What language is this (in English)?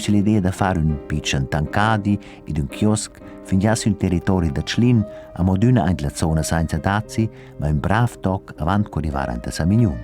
Romansh